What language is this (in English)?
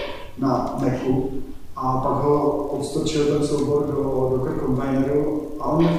Czech